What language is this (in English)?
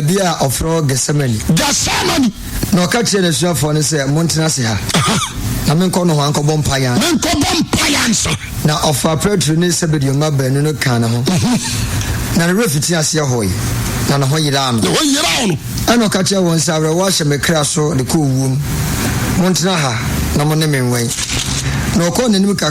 Akan